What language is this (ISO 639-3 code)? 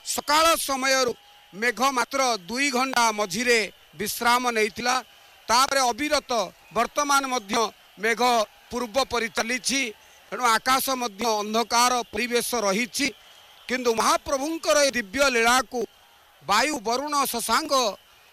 ori